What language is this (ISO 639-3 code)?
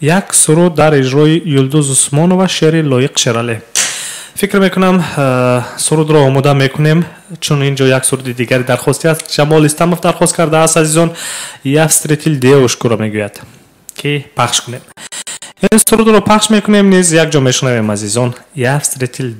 tgk